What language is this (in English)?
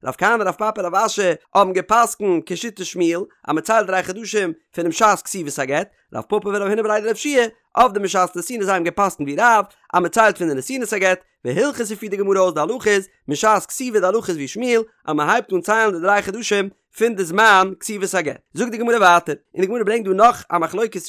Yiddish